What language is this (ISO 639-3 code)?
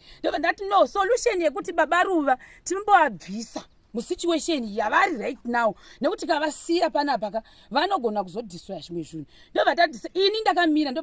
sna